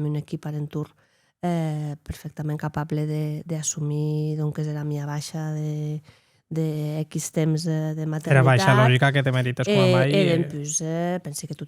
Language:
Occitan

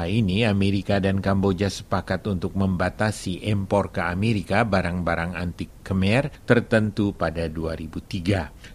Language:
Indonesian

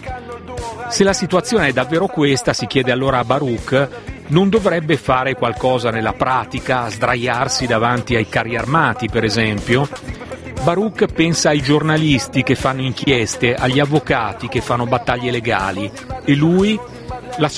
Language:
Italian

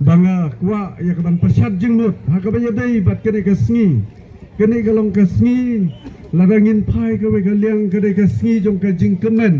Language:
Khasi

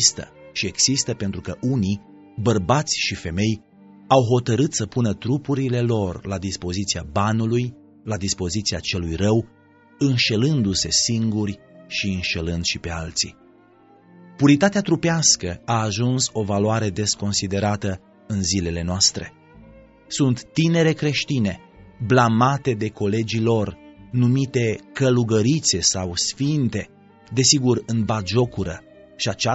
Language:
Romanian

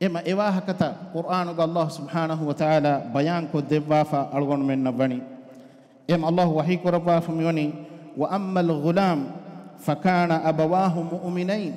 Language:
Divehi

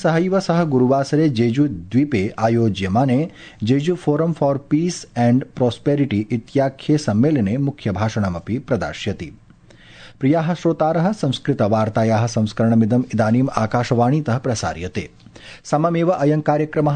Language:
Sanskrit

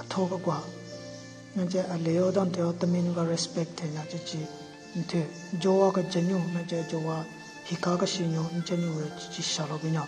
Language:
Southern Rengma Naga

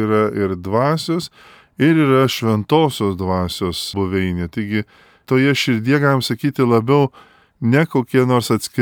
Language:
Lithuanian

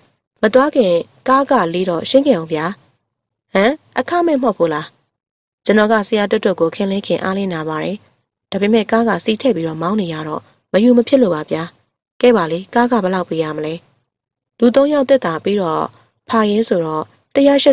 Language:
Burmese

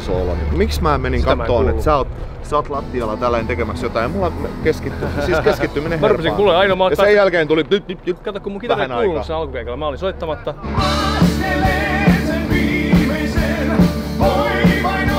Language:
Finnish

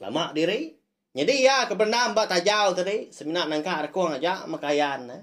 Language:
Iban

